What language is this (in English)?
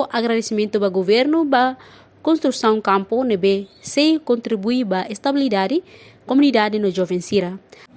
Tetum